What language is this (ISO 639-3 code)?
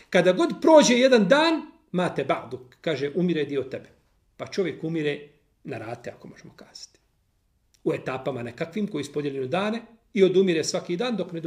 bos